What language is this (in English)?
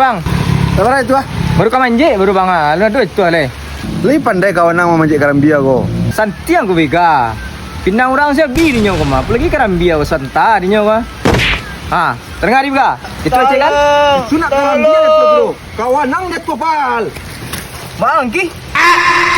Minangkabau